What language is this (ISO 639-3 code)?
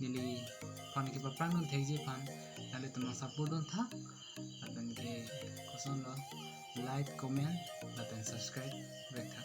mjw